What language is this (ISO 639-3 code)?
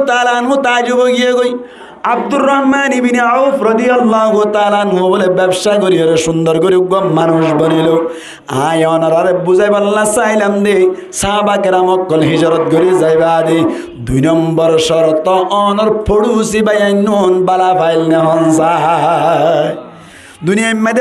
rhg